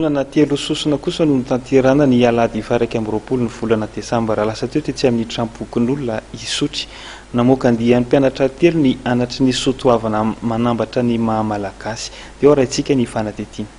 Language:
Malagasy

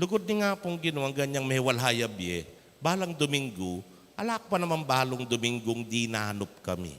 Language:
Pampanga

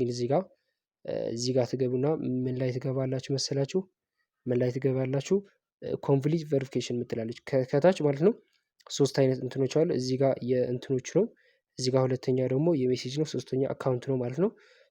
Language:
Amharic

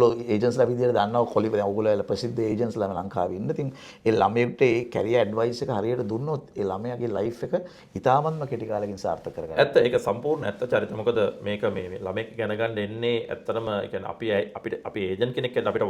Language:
Sinhala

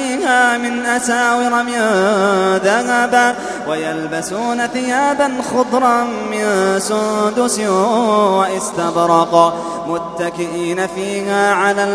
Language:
Arabic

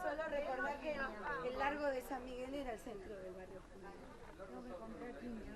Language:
Ladino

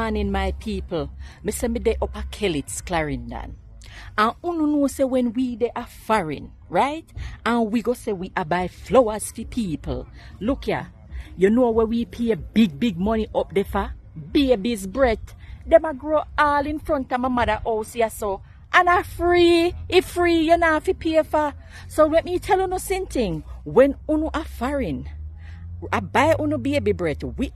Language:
Jamaican Creole English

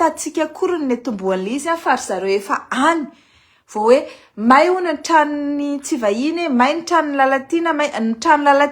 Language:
Malagasy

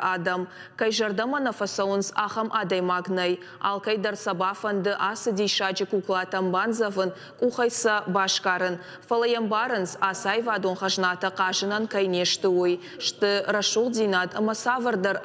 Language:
Ossetic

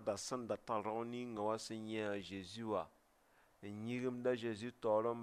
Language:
Mossi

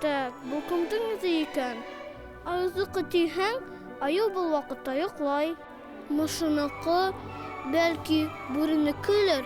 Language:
Bashkir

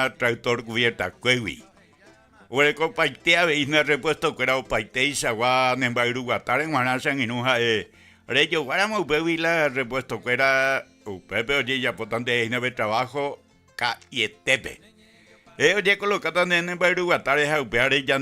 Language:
Guarani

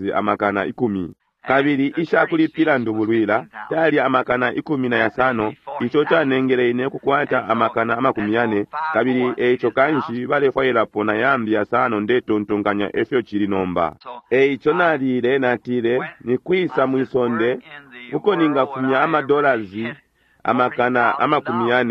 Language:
Bemba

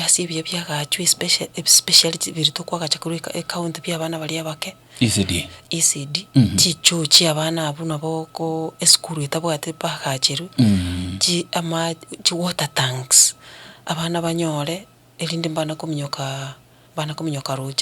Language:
Gusii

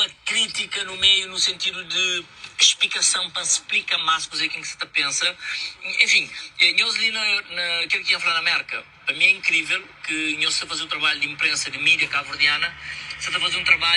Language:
Kabuverdianu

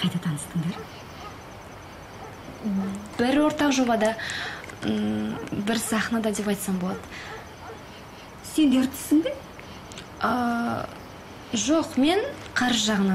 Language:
Kazakh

